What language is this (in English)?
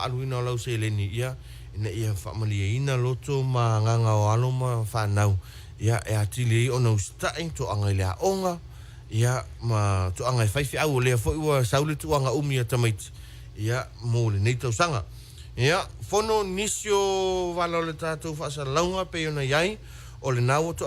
Samoan